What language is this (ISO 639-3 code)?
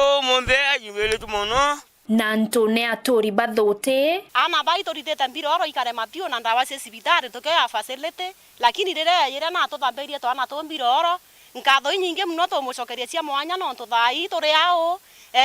mer